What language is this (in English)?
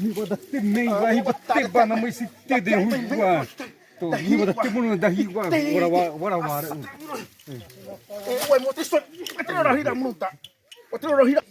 Xavánte